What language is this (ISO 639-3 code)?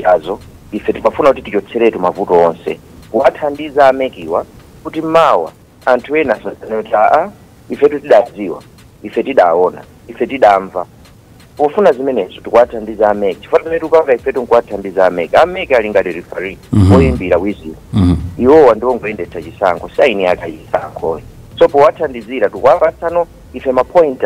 nya